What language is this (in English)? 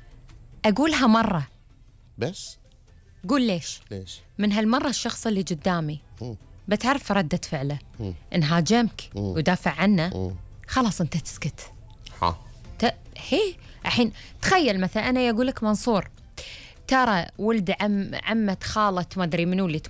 Gulf Arabic